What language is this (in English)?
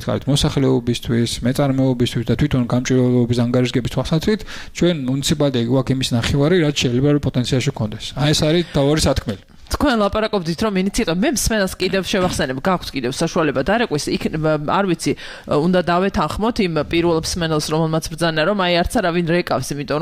Georgian